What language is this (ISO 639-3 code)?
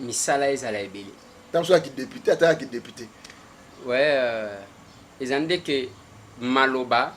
lin